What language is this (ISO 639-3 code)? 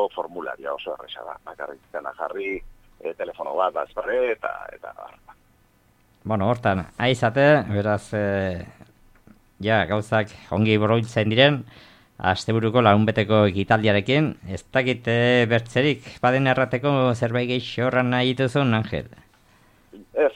eus